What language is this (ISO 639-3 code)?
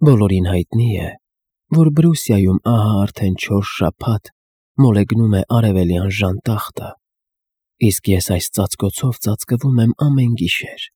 hye